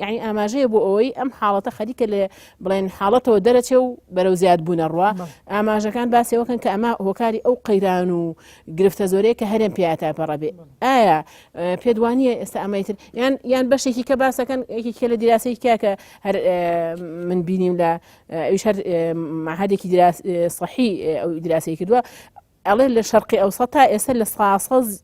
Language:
Central Kurdish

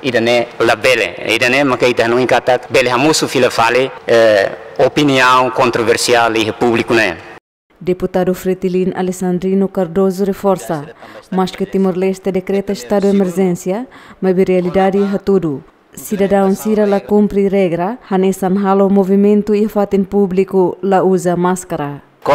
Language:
Tetum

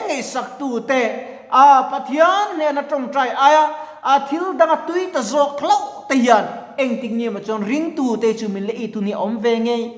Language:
Mizo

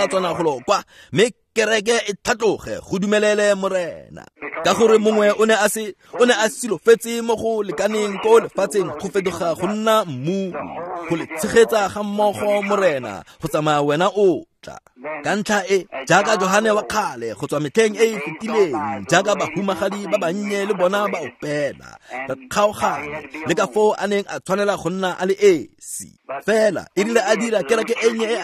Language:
Tswana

